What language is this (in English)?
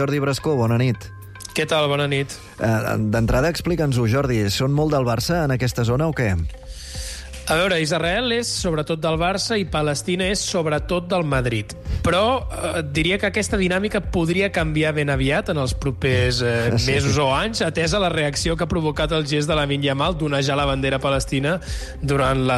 Catalan